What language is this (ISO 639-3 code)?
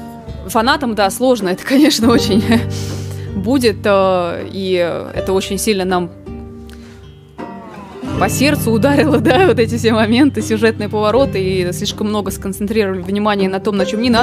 rus